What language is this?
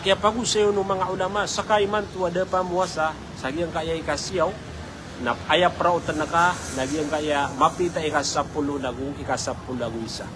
Maranao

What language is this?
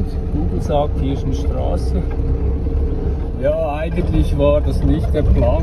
German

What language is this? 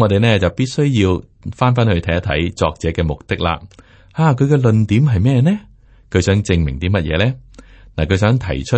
Cantonese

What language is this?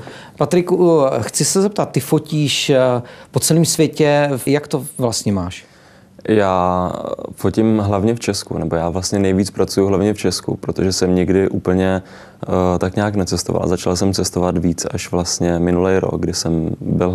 Czech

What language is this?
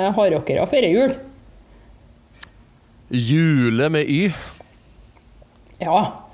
Norwegian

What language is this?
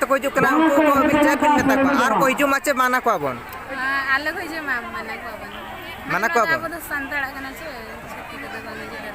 Santali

